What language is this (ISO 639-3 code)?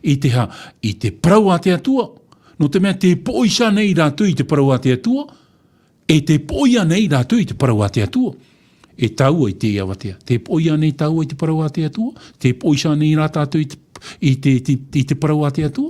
tah